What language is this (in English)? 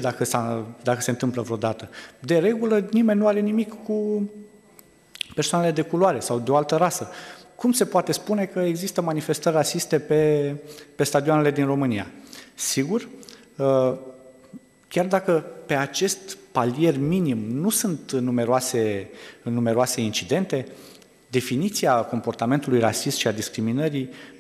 Romanian